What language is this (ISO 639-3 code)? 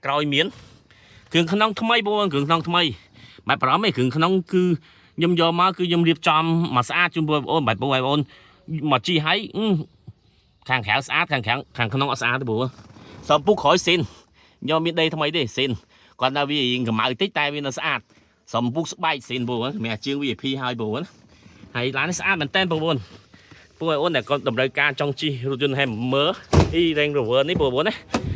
khm